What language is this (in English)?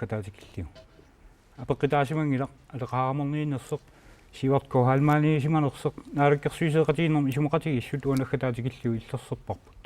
Kalaallisut